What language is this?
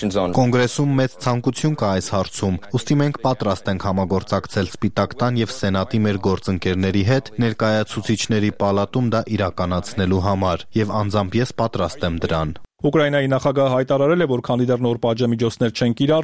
Armenian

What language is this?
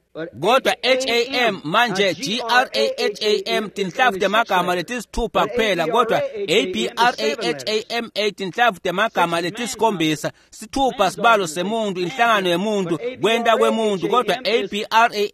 Swati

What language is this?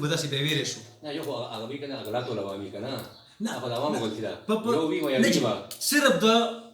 Pashto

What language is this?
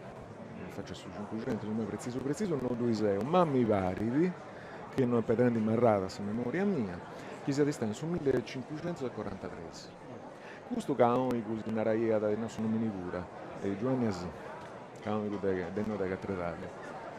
Sardinian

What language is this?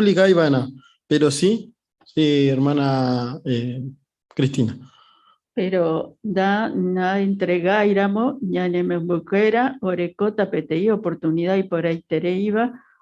Guarani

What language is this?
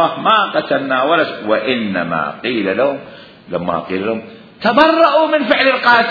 Mesopotamian Arabic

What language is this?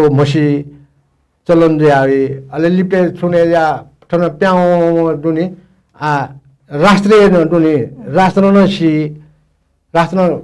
Newari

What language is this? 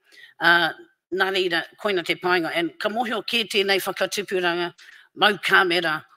Māori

